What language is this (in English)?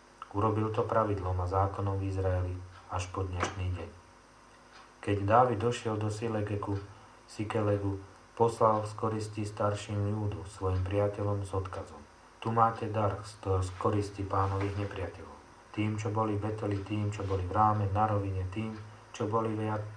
Slovak